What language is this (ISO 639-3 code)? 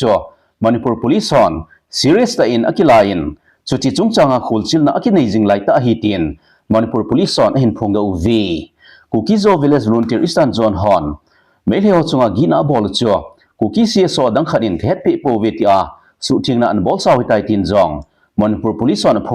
tcz